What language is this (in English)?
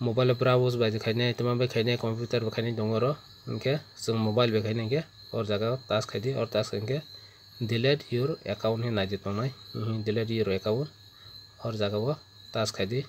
Kok Borok